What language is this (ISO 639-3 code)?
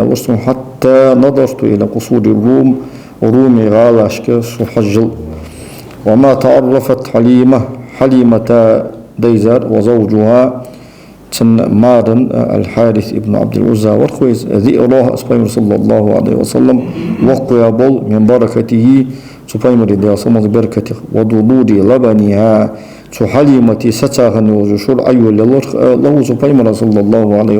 inh